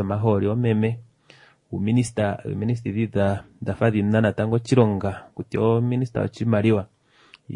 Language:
Swahili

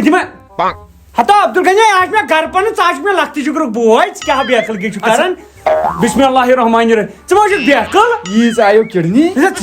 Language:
Kashmiri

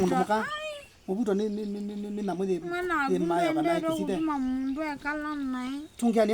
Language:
Kamba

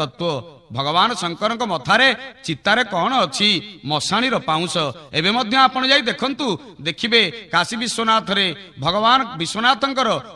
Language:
Odia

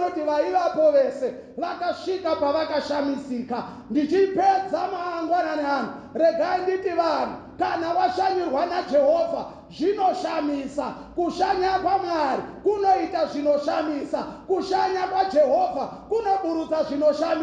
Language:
Shona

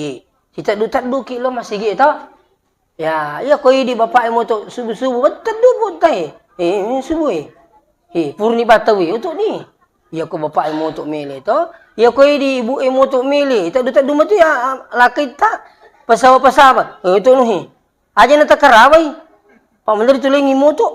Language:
Buginese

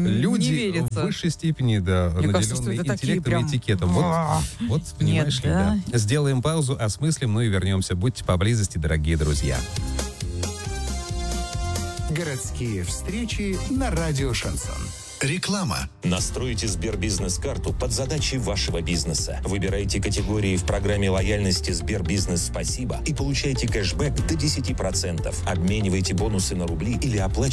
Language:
Russian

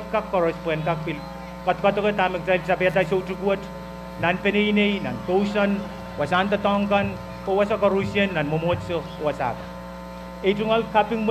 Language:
Pohnpeian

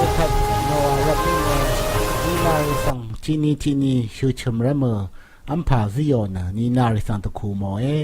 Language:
Rawang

